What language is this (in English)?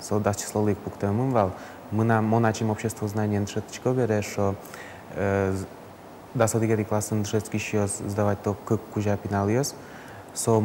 Udmurt